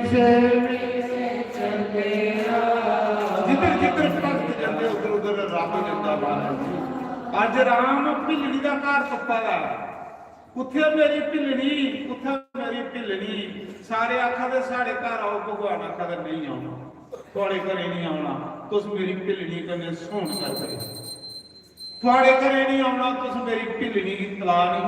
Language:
Dogri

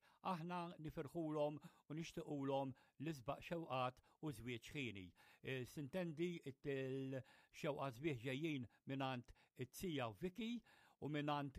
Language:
Maltese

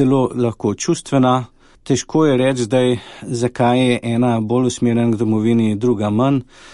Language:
Slovenian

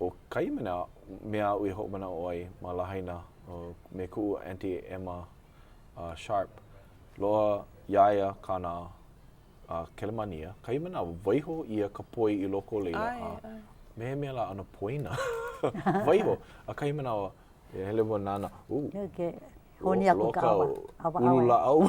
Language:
Hawaiian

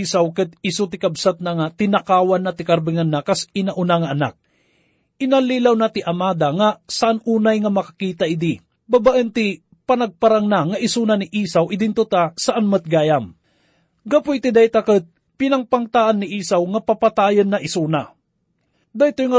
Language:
Iloko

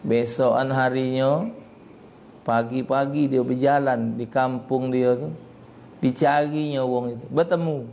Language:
Musi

